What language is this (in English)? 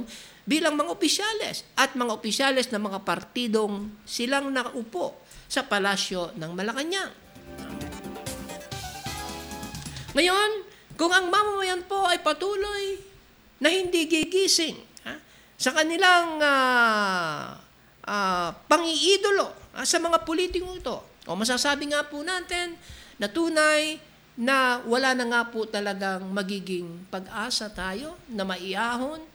Filipino